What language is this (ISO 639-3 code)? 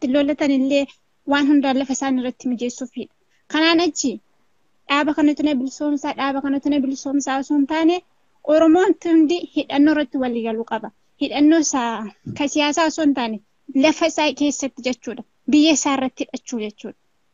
orm